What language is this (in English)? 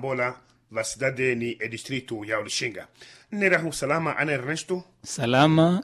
Makhuwa